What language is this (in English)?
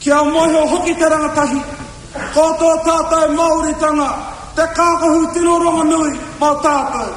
Māori